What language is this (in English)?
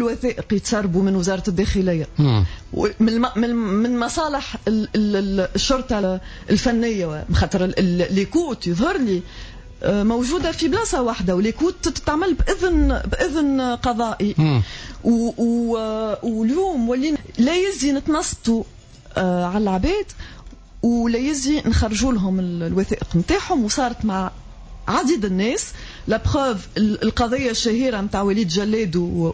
Tunisian Arabic